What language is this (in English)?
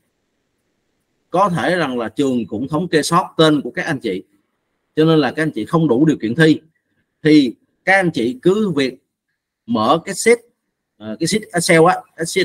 Vietnamese